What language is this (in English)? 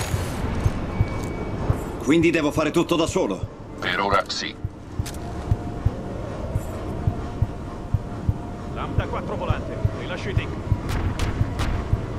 Italian